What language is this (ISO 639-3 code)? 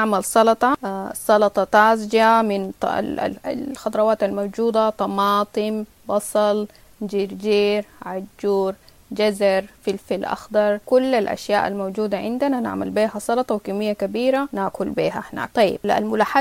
apd